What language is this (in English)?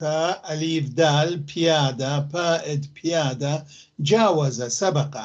North Levantine Arabic